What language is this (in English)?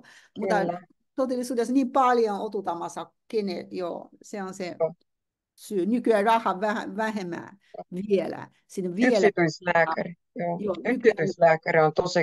Finnish